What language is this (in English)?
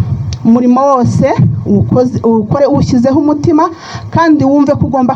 Kinyarwanda